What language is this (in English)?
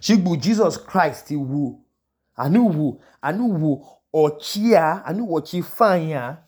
Idoma